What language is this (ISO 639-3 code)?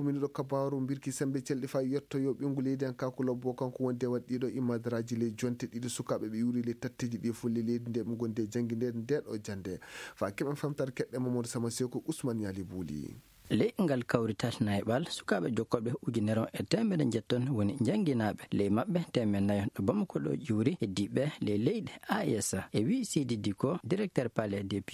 ful